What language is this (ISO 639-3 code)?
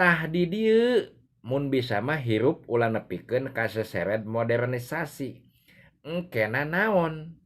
sun